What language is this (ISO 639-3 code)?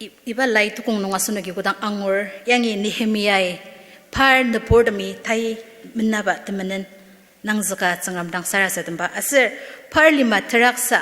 njo